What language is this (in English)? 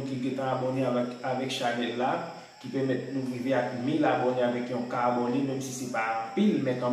Haitian Creole